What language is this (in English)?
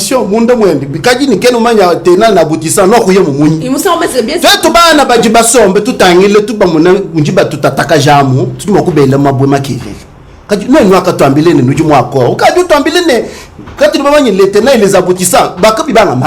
Luba-Lulua